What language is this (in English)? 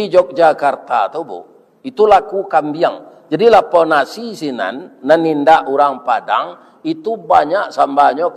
Minangkabau